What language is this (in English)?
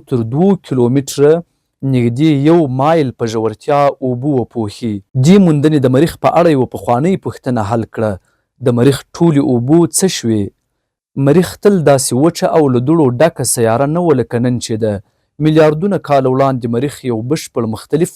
Pashto